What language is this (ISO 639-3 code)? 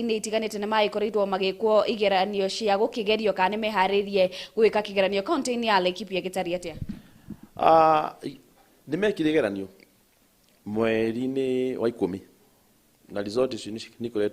kik